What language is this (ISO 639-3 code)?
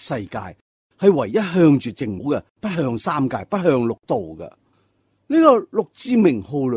yue